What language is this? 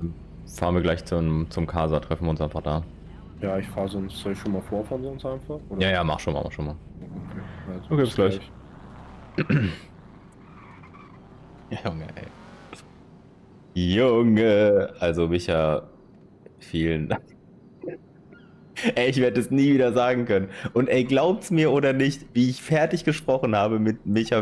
German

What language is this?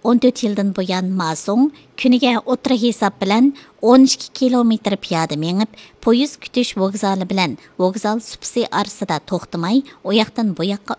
Uyghur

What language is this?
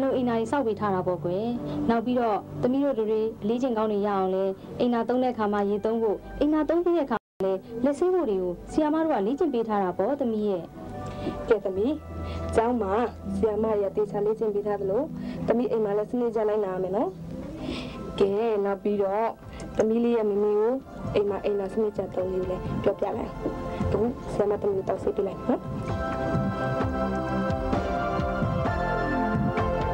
Burmese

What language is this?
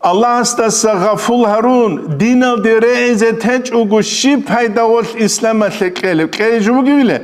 Avaric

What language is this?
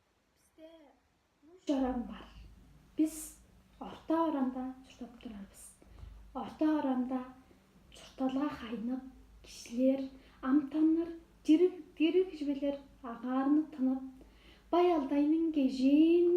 Tuvinian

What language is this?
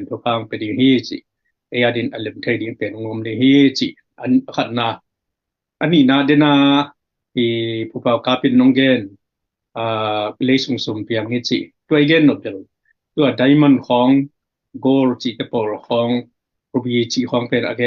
Tedim Chin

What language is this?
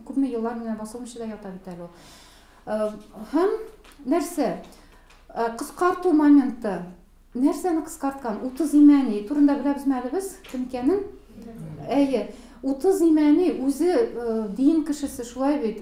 Tatar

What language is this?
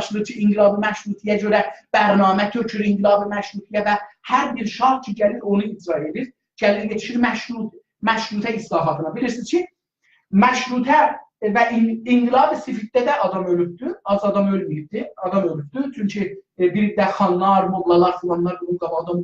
South Azerbaijani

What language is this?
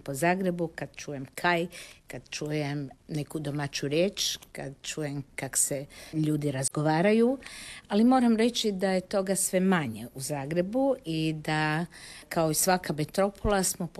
Croatian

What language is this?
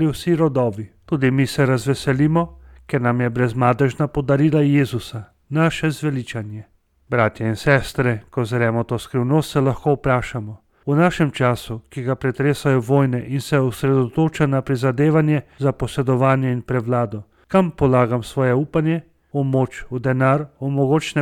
Slovenian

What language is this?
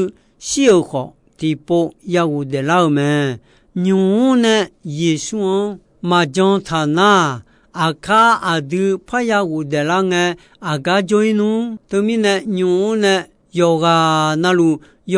Akha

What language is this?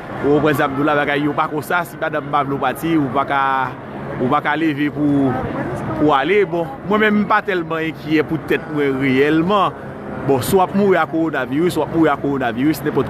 Haitian Creole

